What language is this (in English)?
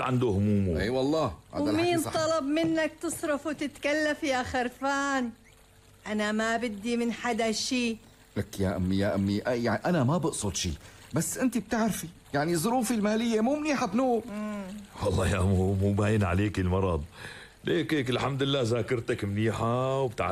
North Levantine Arabic